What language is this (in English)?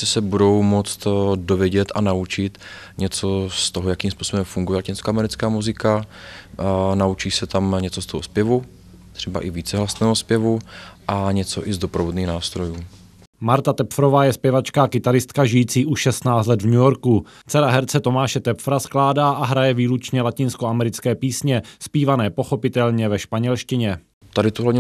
Czech